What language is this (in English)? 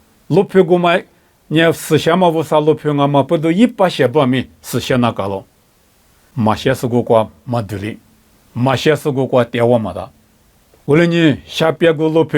Lisu